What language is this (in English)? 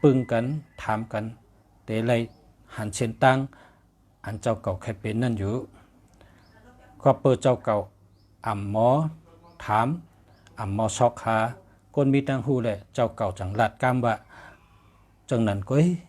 Shan